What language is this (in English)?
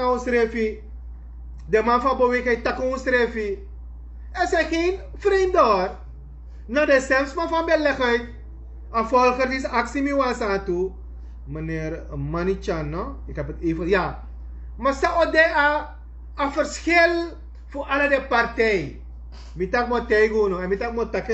Sranan Tongo